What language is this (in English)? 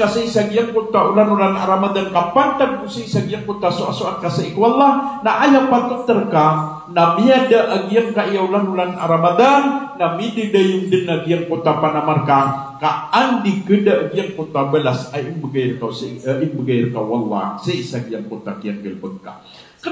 Maranao